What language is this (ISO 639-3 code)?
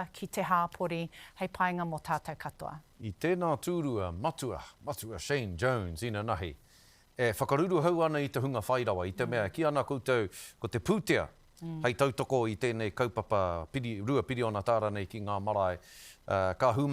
mri